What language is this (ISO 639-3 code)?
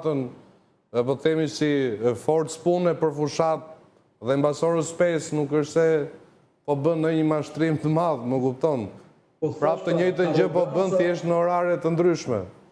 sqi